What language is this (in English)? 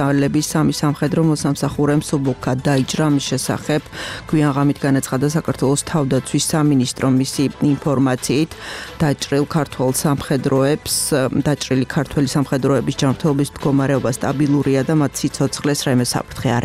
Georgian